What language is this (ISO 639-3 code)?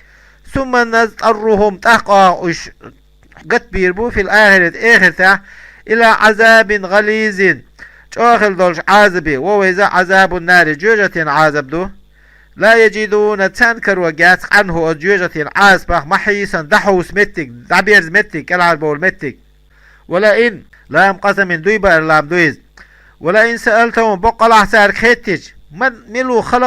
che